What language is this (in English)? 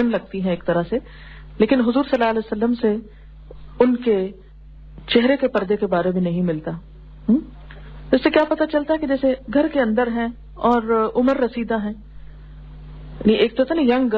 Urdu